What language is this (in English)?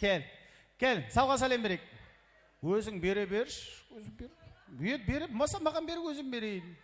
Kara-Kalpak